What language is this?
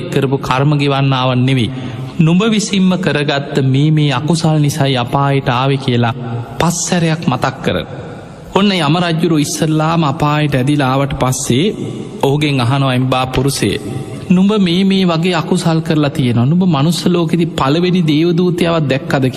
Sinhala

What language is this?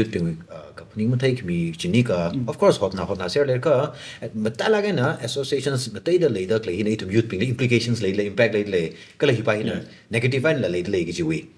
Tangkhul Naga (India)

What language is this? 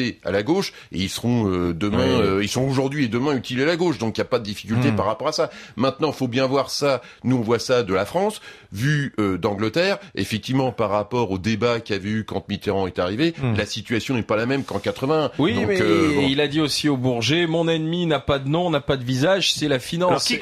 French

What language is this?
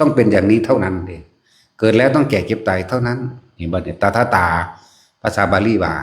Northeastern Thai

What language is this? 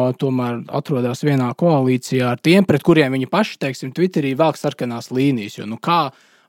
Latvian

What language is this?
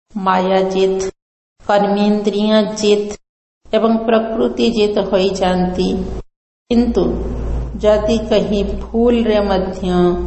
Odia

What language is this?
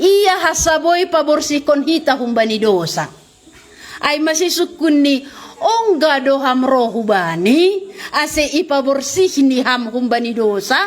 Batak Simalungun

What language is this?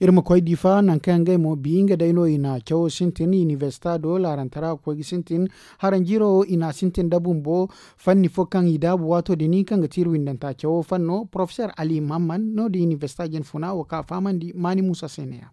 Zarma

